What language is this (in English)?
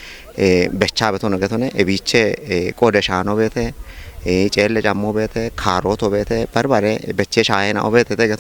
Kafa